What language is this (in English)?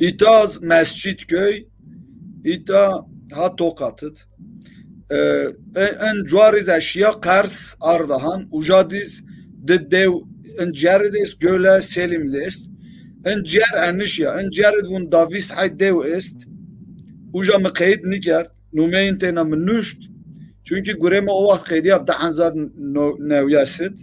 Zaza